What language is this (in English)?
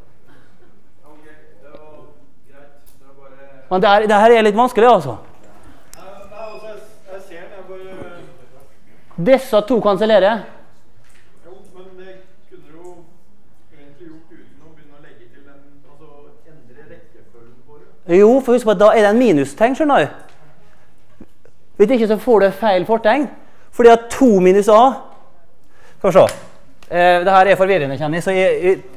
Norwegian